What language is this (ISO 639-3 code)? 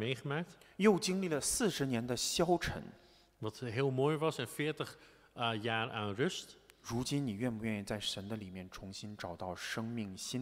nld